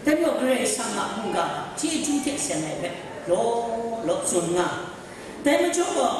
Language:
Kachin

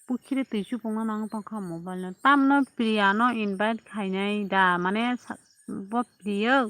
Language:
Kok Borok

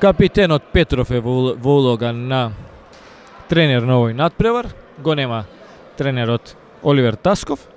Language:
Macedonian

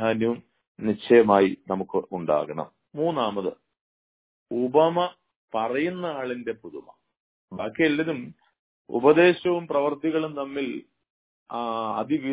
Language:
Malayalam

